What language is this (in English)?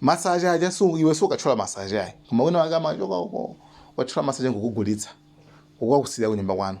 Nyanja